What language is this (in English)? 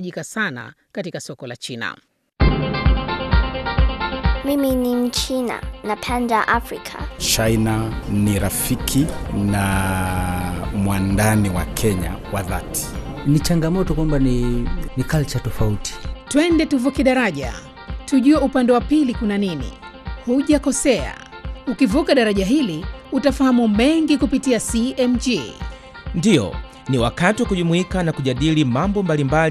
Swahili